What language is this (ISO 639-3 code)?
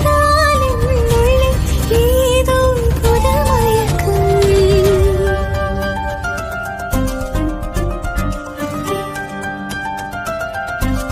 tam